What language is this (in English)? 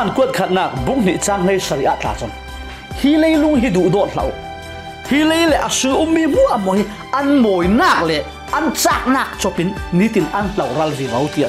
Falam Chin